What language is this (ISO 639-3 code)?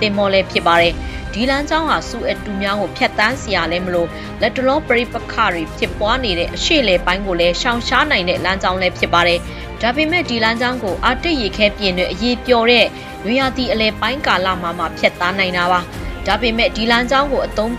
mya